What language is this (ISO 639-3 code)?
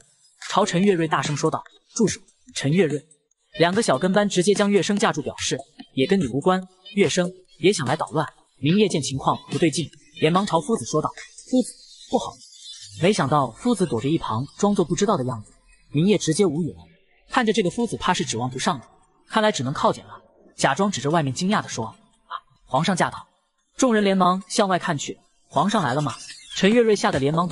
zho